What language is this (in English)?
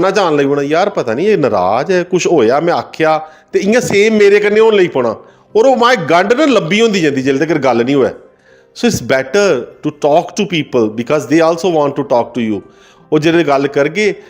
Dogri